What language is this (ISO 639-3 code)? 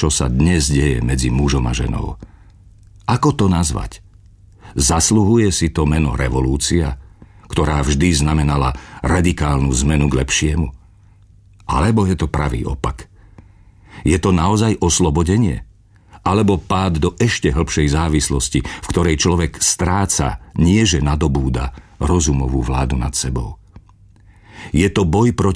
slk